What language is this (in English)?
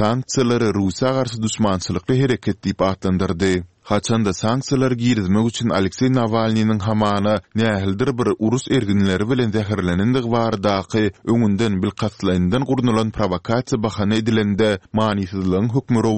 Kyrgyz